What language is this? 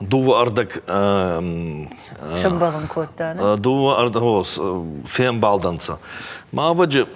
Ossetic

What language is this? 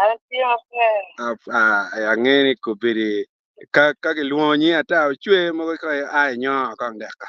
Acoli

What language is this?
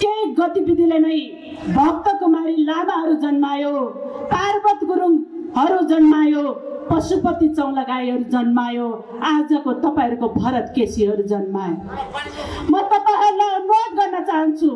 Nepali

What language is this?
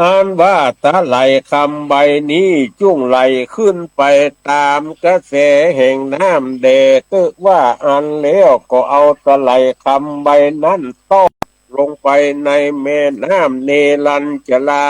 Northern Thai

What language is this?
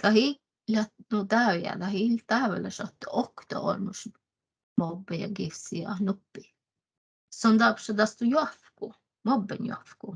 Northern Sami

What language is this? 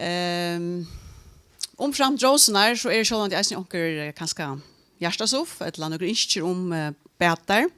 Faroese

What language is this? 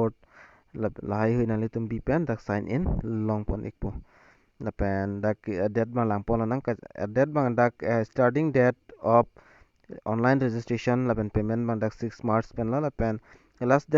Karbi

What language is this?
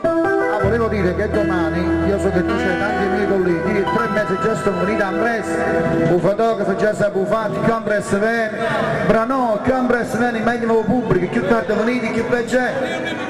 Neapolitan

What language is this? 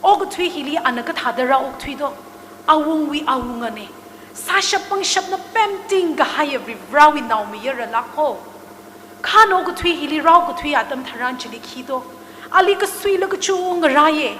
Tangkhul Naga (India)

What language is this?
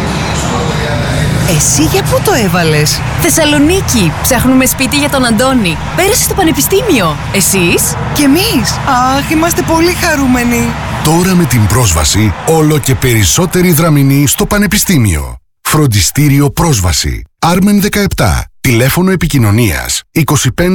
Greek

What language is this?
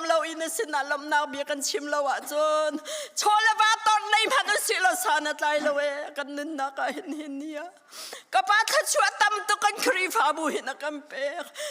Hakha Chin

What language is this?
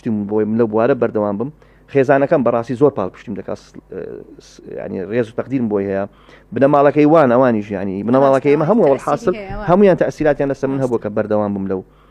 Central Kurdish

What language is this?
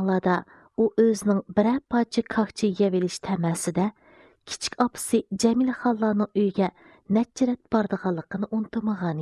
Uyghur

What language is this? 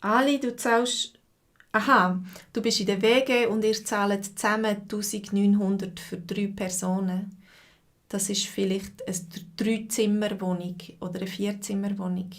Swiss German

